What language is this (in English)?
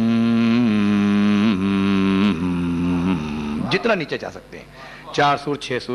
Urdu